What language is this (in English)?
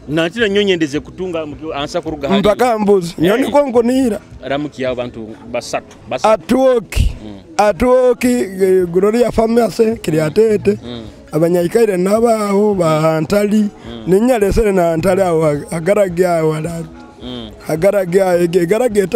Nyoro